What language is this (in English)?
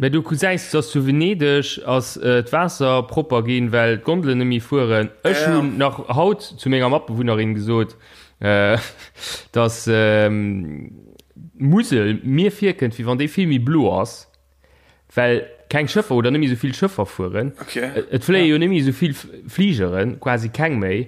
Luxembourgish